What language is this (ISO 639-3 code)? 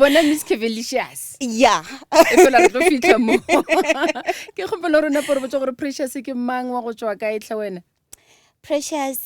nso